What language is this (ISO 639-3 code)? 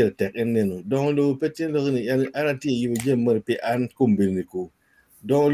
ach